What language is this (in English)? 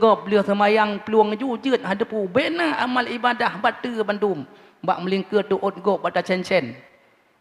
Achinese